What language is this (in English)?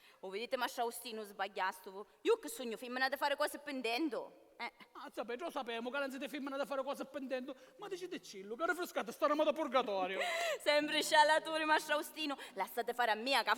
Sicilian